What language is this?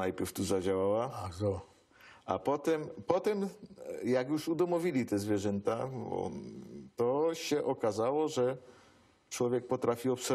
Silesian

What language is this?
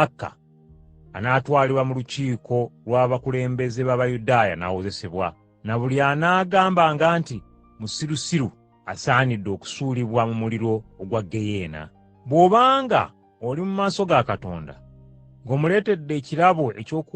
Ganda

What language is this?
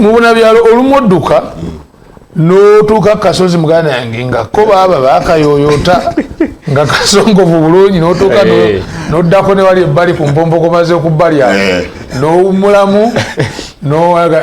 Ganda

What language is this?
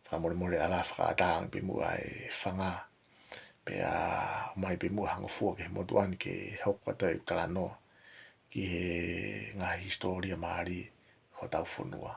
Tongan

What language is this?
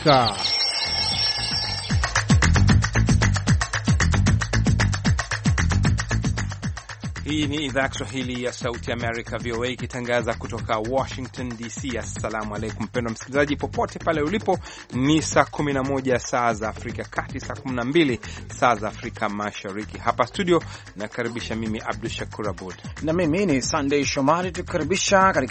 Swahili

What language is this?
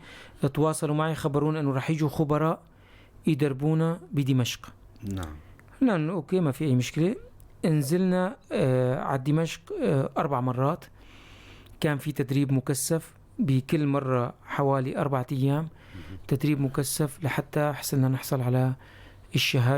North Levantine Arabic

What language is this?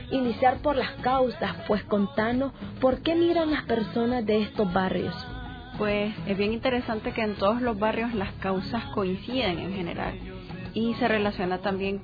Spanish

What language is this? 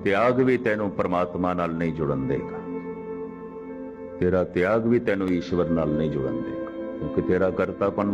Punjabi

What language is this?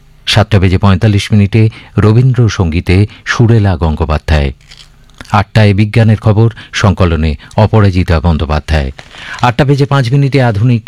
Bangla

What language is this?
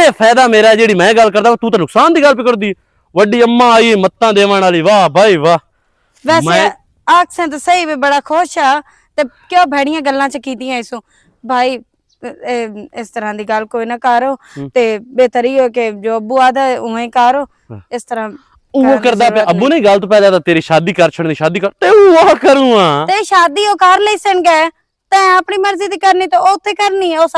Western Panjabi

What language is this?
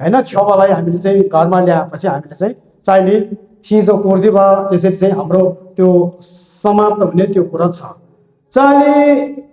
Nepali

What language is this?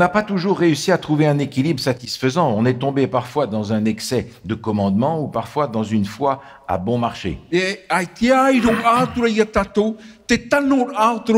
Tahitian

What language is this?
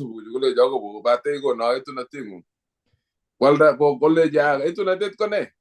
Kalenjin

